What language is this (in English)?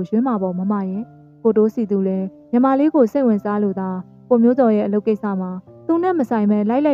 Burmese